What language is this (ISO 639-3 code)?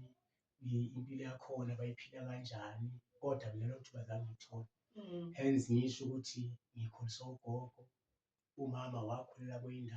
zul